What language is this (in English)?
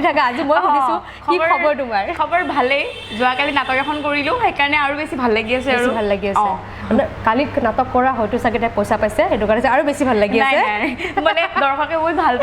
Assamese